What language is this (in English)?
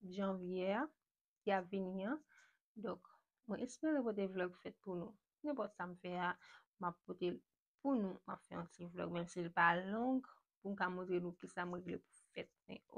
Haitian Creole